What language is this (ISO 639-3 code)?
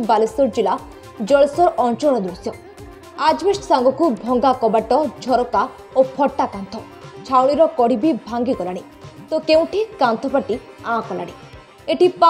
ori